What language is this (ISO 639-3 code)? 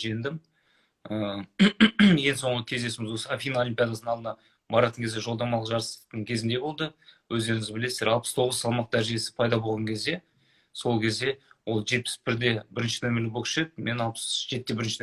kaz